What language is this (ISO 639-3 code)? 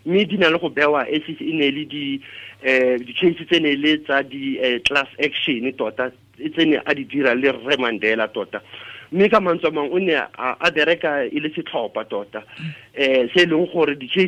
tsn